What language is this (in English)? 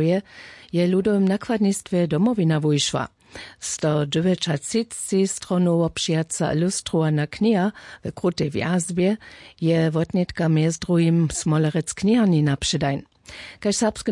Upper Sorbian